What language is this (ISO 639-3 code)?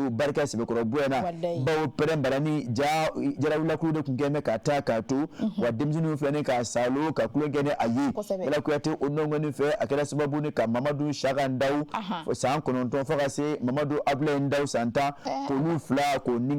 bam